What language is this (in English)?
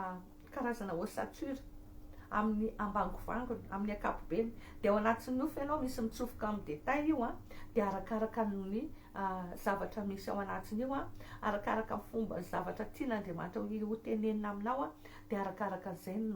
Malagasy